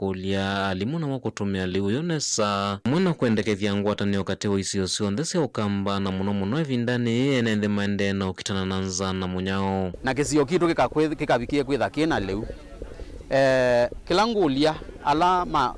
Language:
Kamba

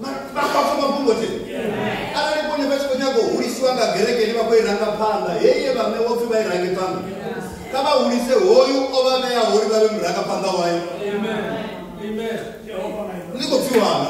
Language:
Venda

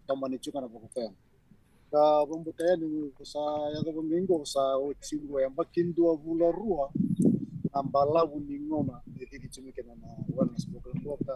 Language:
Fijian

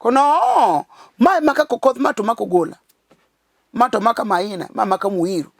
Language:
Luo (Kenya and Tanzania)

